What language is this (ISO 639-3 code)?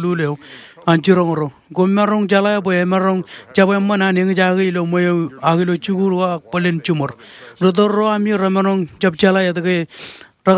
mah